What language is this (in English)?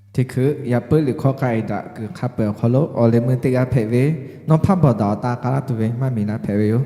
Lahu